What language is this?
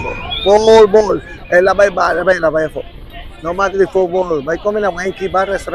Papiamento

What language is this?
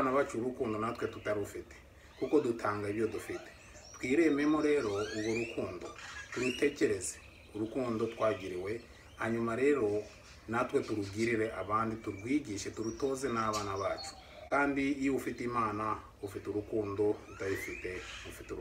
Kinyarwanda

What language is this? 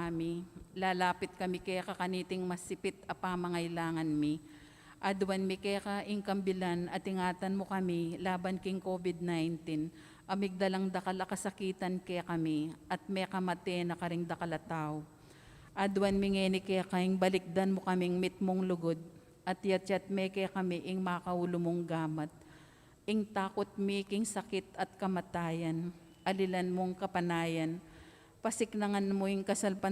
Pampanga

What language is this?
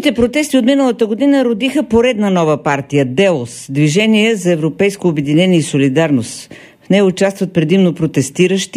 Bulgarian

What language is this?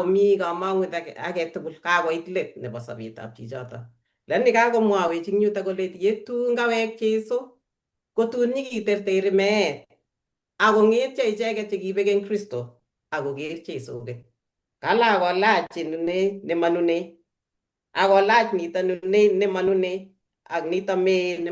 Kalenjin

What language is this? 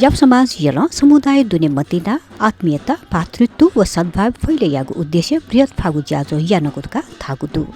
Newari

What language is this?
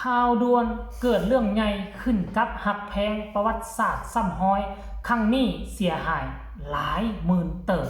Lao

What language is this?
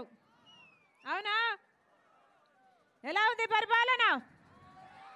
Telugu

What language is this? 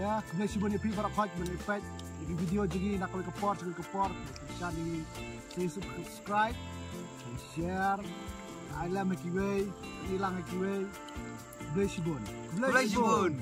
Khasi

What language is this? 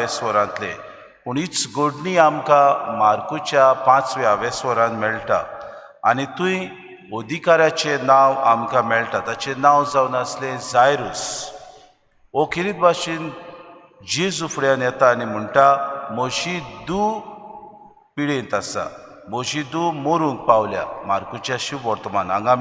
Konkani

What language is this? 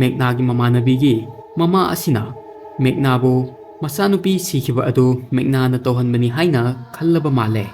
Manipuri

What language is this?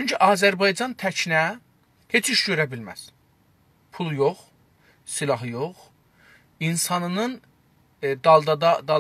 South Azerbaijani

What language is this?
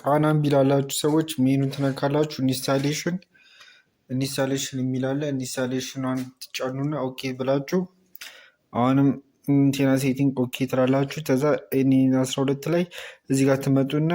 Amharic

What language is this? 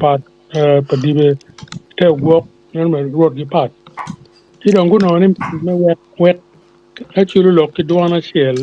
Acoli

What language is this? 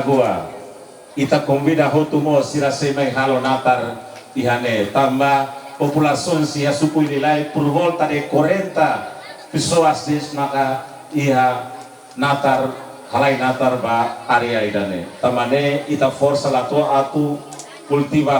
Tetum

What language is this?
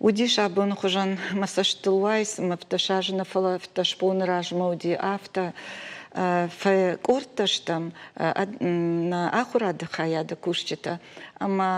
Ossetic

